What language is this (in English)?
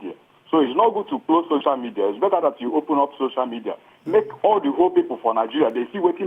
Nigerian Pidgin